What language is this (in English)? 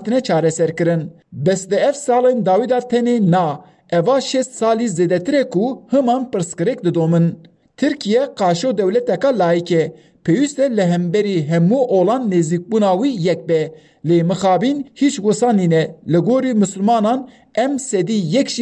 Kurdish